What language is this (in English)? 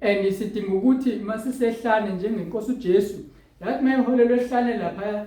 Zulu